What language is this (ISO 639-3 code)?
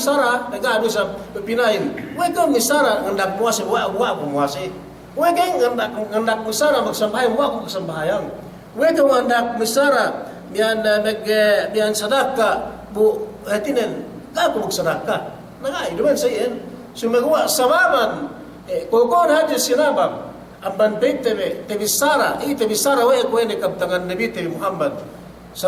yka